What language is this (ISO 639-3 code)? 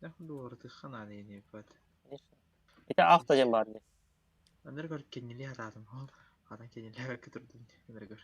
sah